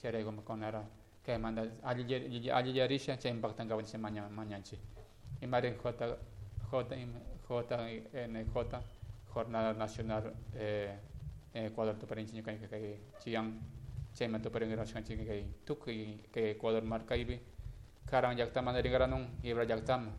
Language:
Chimborazo Highland Quichua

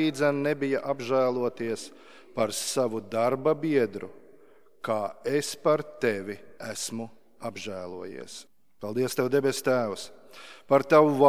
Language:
Latvian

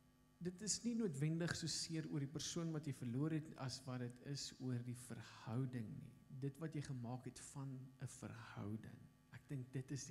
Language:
Afrikaans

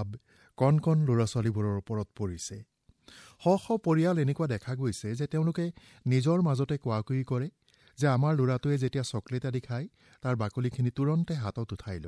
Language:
Assamese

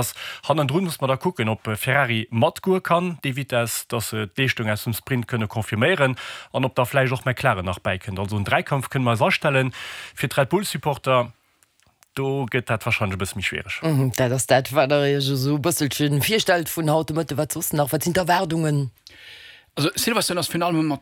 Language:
Luxembourgish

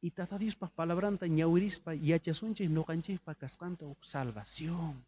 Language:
South Bolivian Quechua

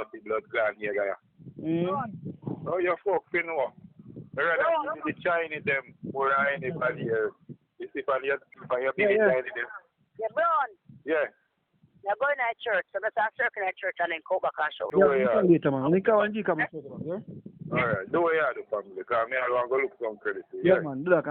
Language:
Jamaican Creole English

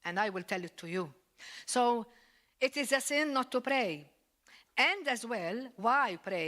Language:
English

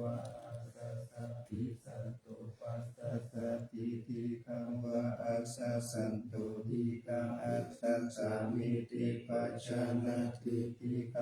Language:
Pali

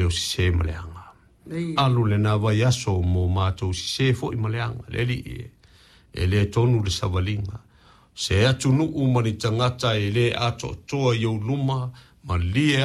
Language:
Samoan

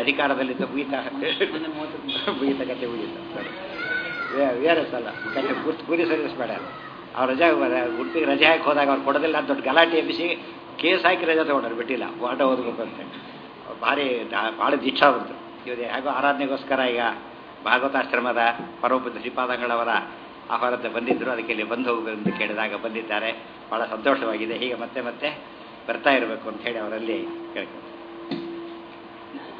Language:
Kannada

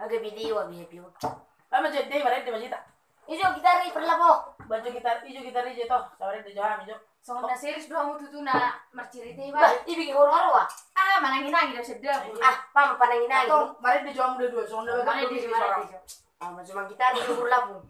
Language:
Batak Toba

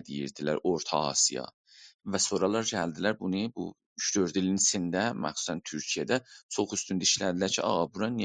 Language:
South Azerbaijani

